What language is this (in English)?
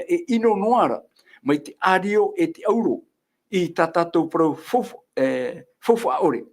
Tahitian